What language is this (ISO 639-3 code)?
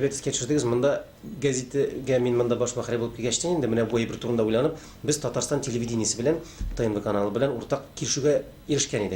tat